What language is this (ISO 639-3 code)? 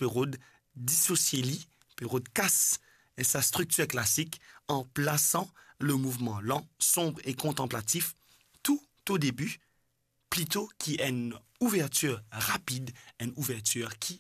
mfe